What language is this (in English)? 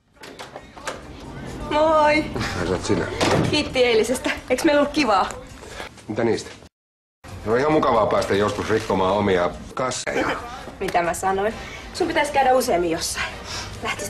Finnish